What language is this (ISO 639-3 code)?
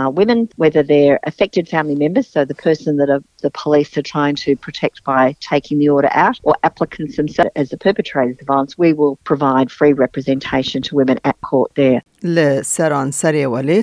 kur